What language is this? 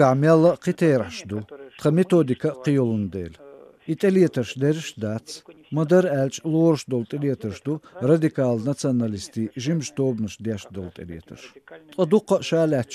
Chechen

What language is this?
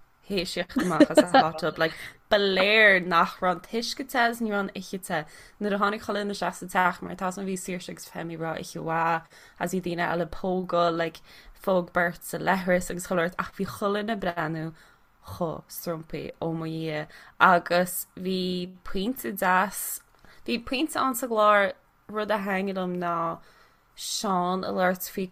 Irish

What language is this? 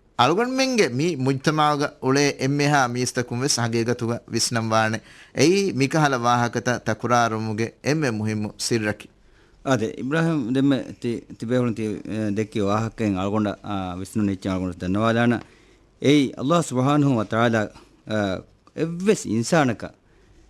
Divehi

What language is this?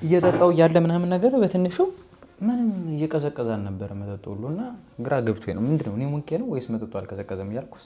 Amharic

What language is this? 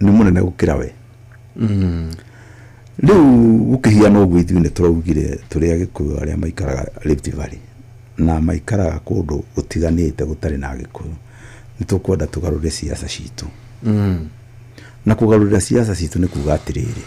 Kikuyu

